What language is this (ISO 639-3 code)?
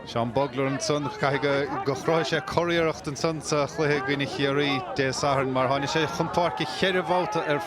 gle